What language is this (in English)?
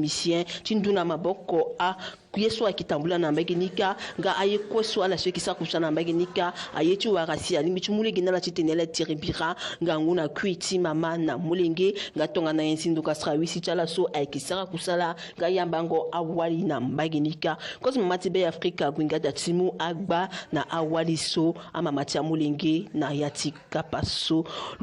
Sango